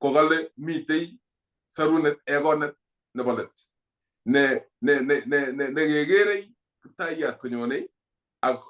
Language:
Kalenjin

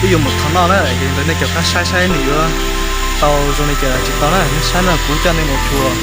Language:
Hmong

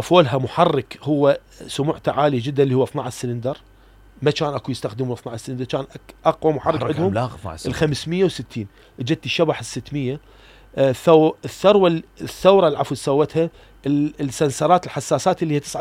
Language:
Mesopotamian Arabic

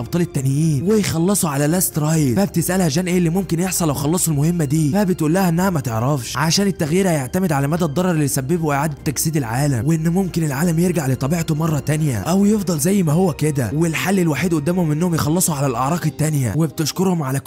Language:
Egyptian Arabic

